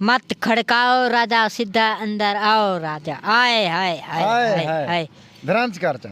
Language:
Saraiki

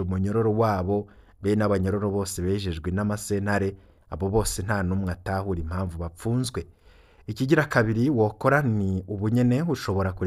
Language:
Rundi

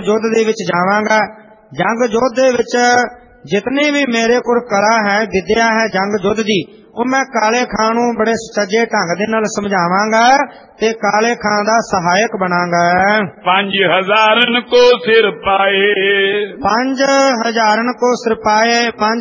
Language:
Punjabi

